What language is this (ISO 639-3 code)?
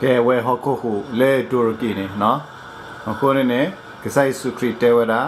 ksw